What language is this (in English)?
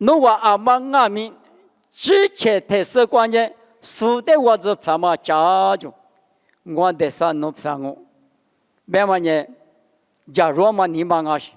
Lisu